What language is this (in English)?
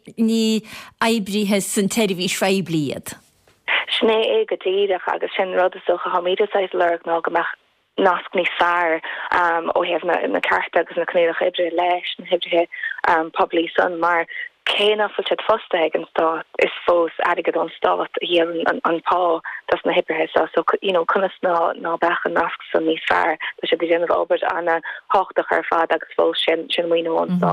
Irish